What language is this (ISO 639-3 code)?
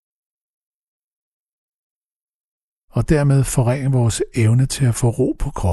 dan